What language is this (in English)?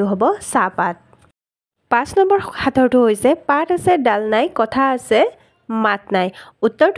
Assamese